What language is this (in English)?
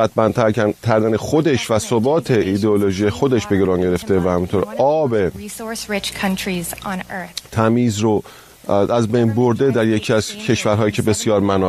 Persian